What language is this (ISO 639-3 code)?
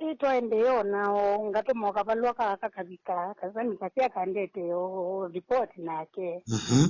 kam